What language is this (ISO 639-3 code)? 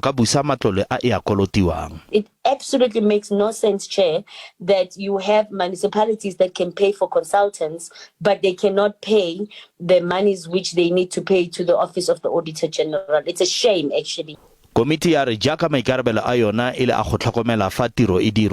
tsn